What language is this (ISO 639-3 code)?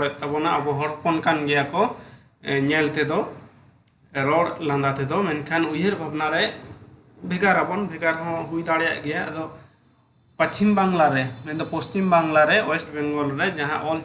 sat